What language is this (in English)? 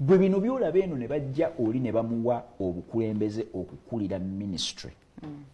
Ganda